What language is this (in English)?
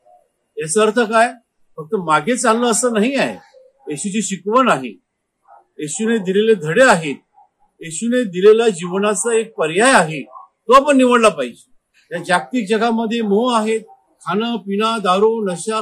Marathi